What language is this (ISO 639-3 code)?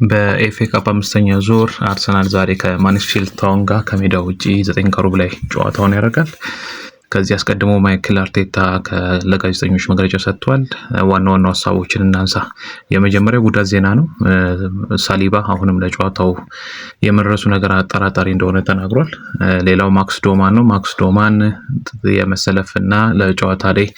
amh